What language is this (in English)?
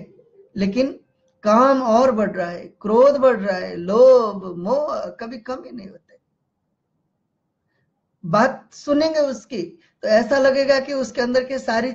Hindi